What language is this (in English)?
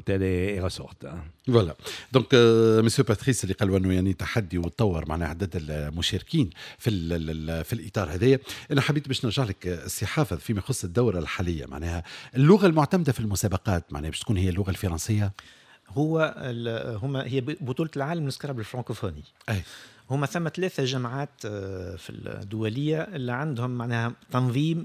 Tunisian Arabic